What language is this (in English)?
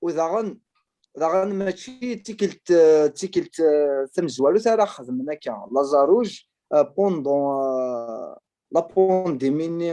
Kabyle